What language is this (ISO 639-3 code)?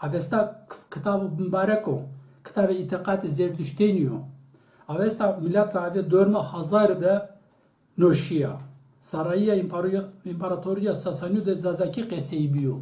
zza